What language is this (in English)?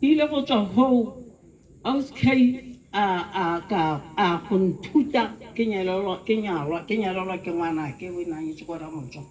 Tswana